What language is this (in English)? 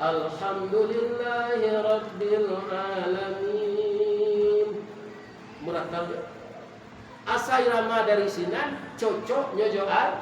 Minangkabau